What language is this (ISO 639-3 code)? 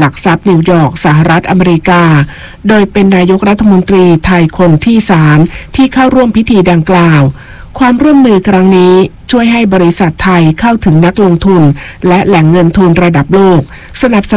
tha